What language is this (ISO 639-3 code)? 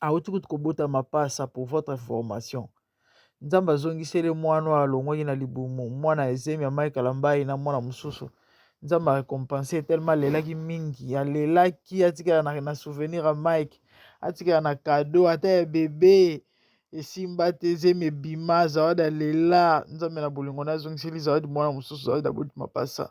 lin